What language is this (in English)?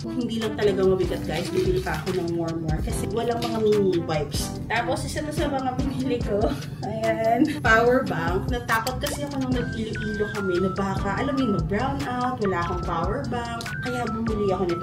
Filipino